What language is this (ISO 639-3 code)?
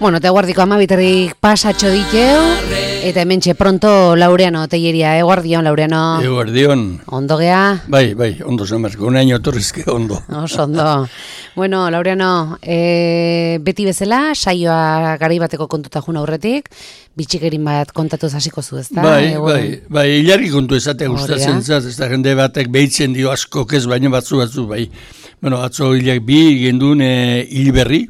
eus